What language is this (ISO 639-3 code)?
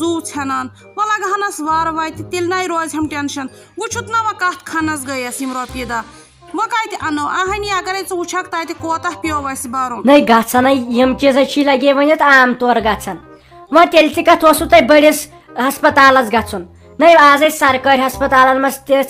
kas